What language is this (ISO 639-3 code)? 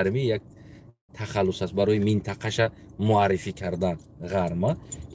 tgk